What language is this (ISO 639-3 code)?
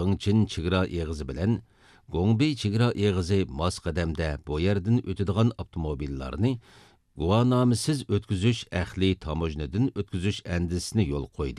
uig